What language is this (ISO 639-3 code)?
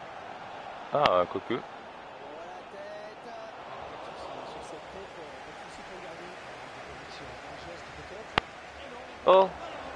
fra